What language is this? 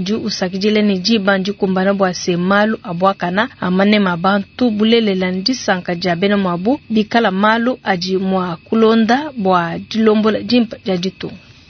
Luba-Lulua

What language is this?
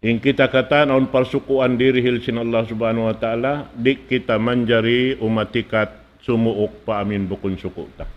Tausug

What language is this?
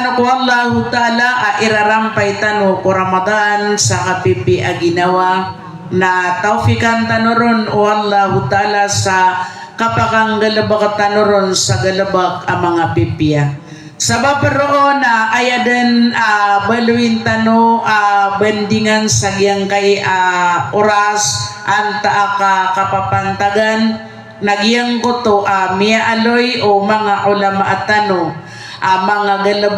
Maranao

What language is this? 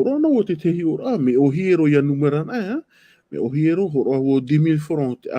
Tahitian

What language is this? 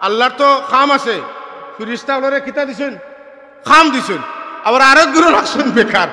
Sylheti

